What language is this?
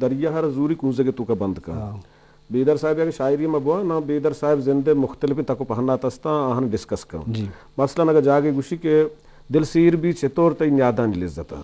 Eastern Balochi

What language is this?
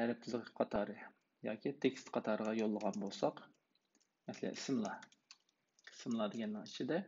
Uyghur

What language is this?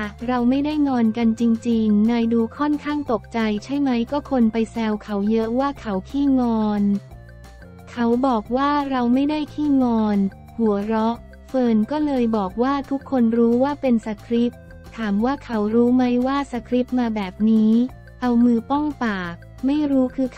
Thai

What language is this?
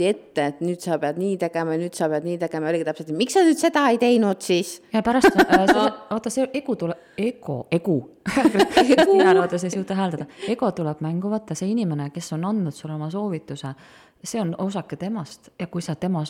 Estonian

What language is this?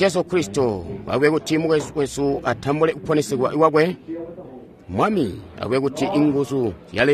Tonga (Zambia)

